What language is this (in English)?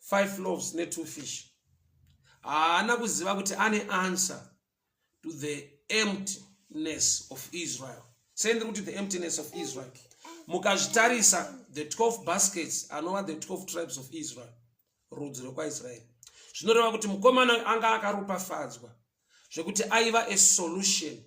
Shona